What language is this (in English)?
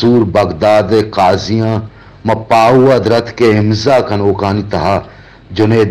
Baluchi